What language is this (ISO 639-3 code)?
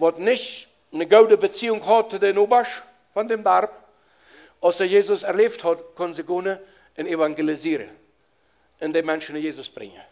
pdt